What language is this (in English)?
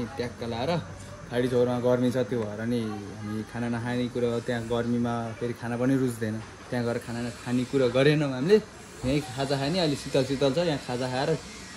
Nepali